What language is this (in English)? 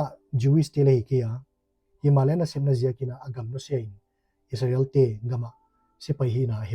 Paite Chin